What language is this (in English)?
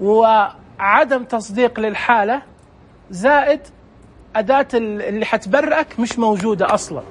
Najdi Arabic